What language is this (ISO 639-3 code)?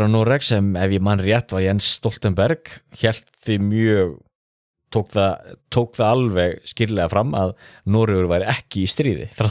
isl